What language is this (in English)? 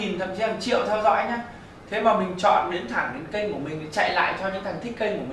Vietnamese